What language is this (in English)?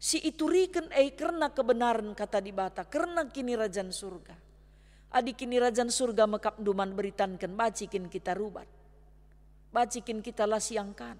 Batak Karo